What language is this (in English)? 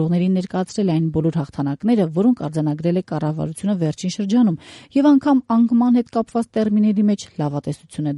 Armenian